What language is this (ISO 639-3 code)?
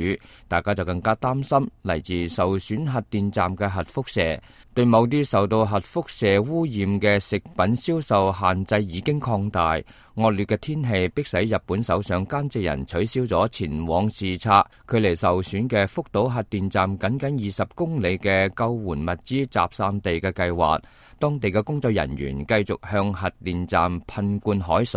yue